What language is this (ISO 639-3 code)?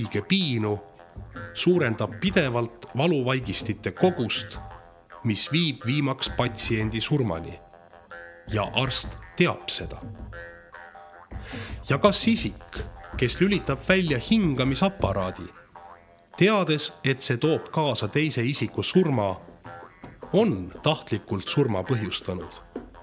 est